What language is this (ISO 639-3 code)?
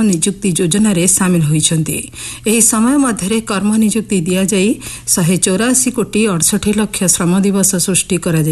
ori